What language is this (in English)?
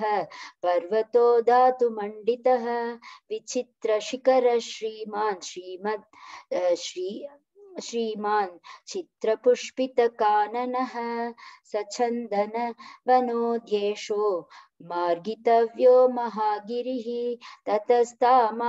Sanskrit